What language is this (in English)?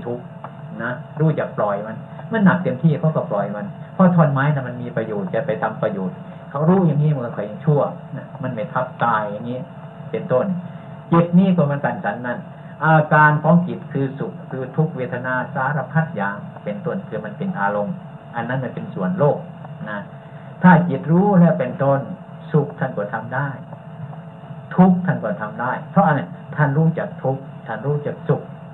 Thai